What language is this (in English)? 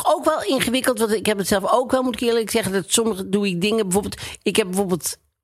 Dutch